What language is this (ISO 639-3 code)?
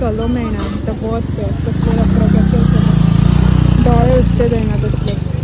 kok